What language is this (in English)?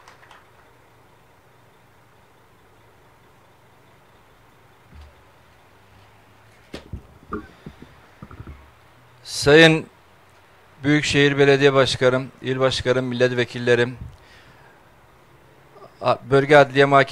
Turkish